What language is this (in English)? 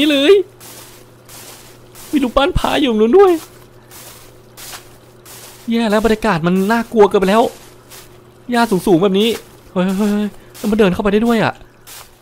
Thai